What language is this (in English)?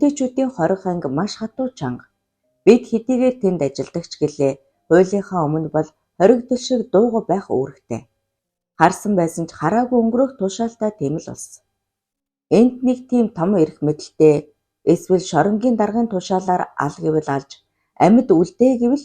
Mongolian